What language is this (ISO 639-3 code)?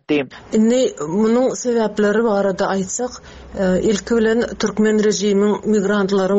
tuk